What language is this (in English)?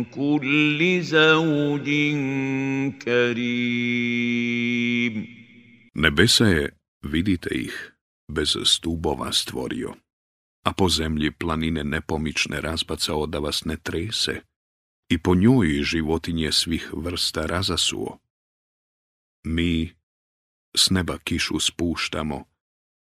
Bosnian